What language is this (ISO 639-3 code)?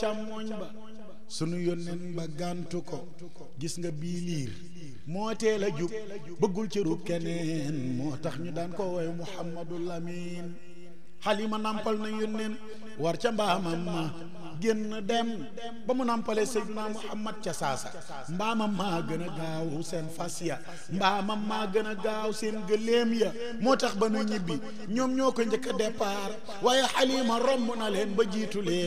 wol